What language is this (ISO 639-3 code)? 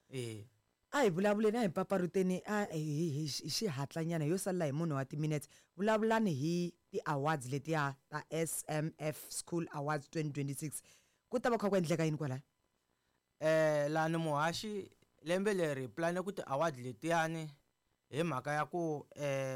tso